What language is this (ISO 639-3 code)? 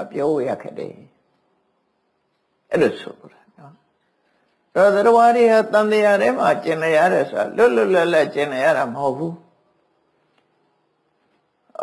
mya